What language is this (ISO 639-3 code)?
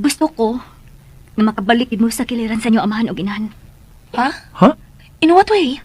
ceb